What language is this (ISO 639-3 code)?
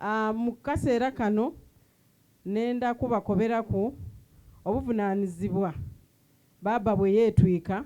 xog